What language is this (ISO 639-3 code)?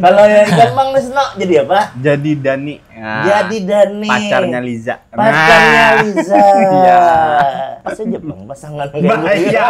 bjn